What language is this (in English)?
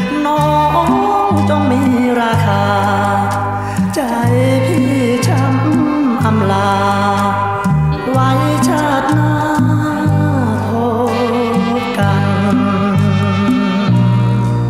Thai